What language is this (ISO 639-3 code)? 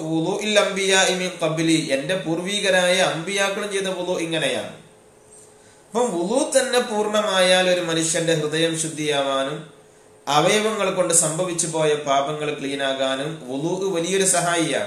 mal